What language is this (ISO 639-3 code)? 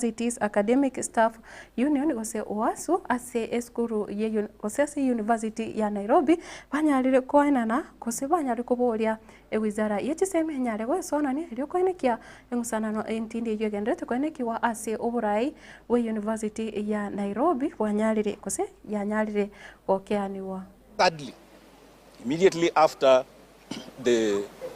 guz